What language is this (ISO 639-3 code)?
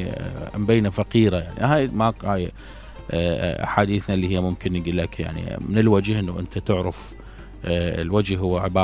acm